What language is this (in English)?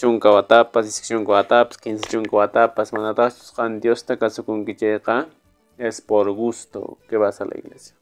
Quechua